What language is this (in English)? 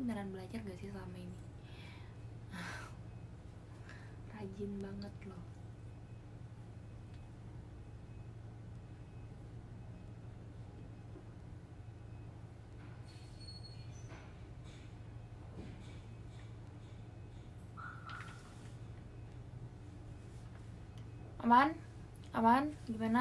Indonesian